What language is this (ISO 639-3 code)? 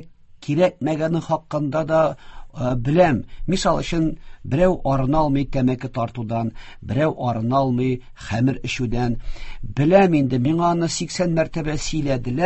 tat